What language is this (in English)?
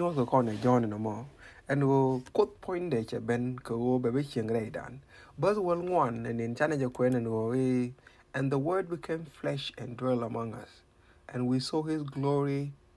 Nuer